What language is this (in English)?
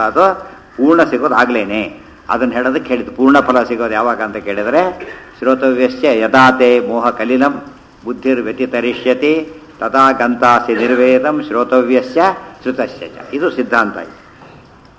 Kannada